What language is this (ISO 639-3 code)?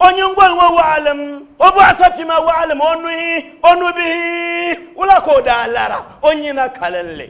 dag